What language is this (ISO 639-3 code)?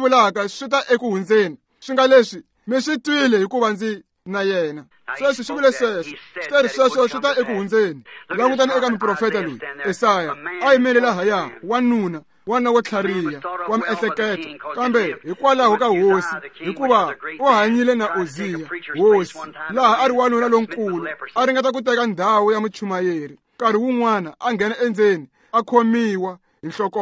tso